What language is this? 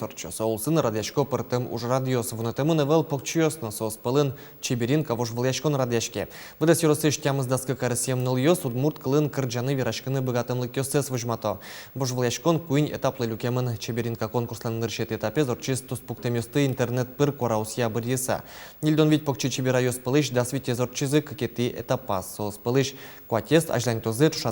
Udmurt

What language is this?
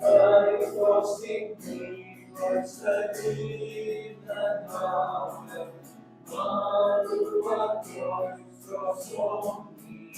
Welsh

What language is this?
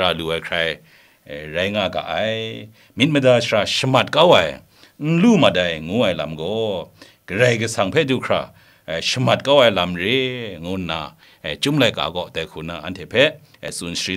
Kachin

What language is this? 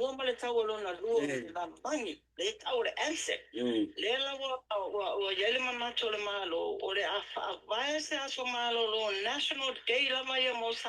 Samoan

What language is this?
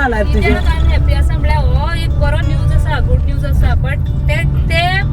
Konkani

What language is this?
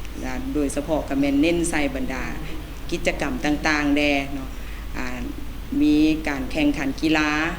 Lao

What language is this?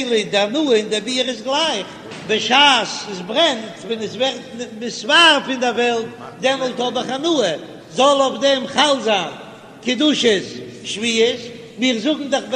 Yiddish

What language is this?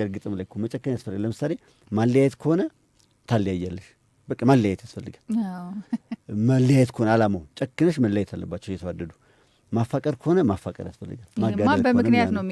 Amharic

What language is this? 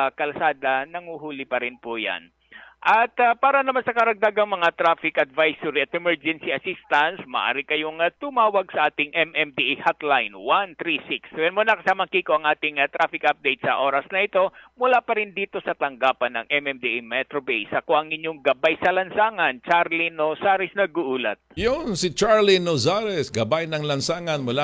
Filipino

